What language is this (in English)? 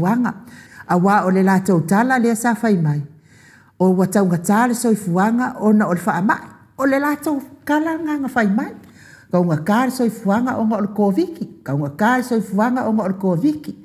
Samoan